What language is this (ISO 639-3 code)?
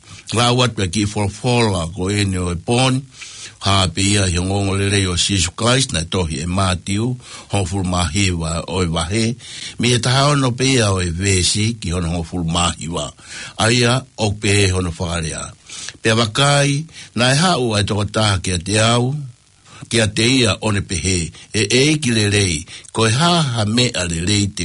ton